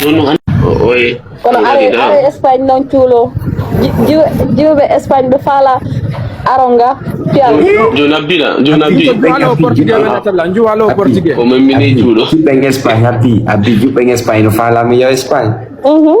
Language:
Fula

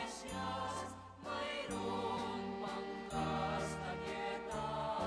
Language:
Bikol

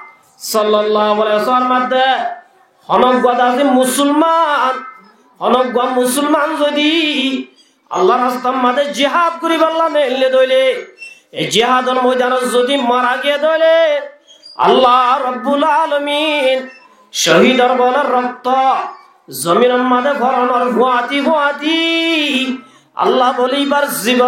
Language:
Rohingya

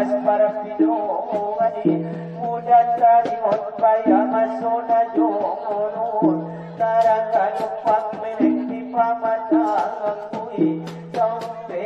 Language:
Batak Angkola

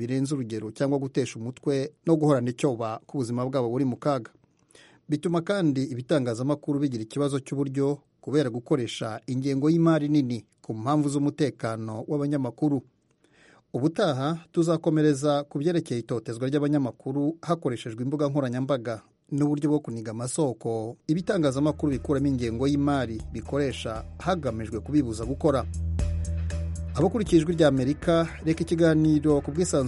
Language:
Kinyarwanda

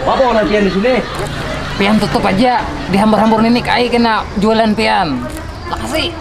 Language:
Banjar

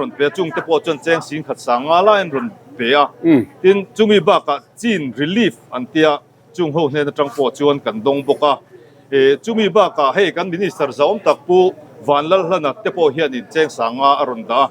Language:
Mizo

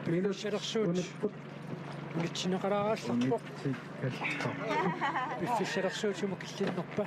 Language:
Kalaallisut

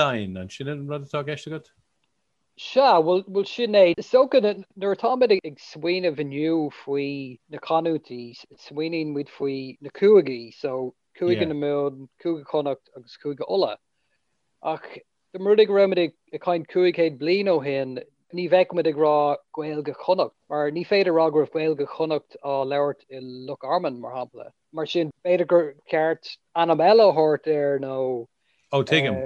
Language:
Irish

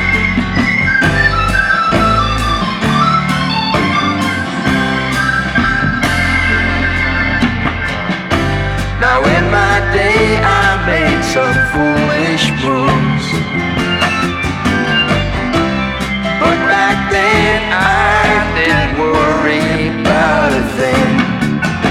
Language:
English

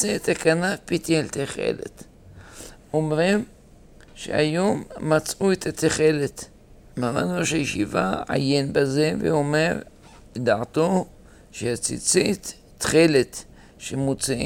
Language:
Hebrew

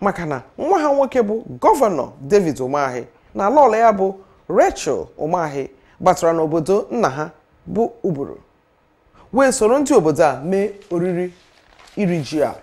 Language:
Igbo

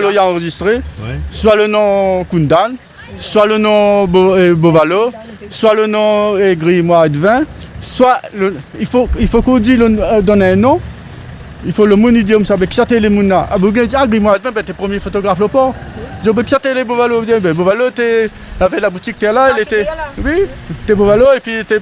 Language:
Réunion Creole French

